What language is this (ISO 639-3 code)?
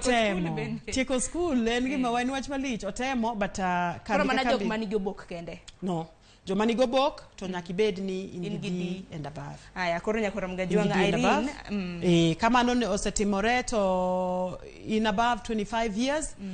luo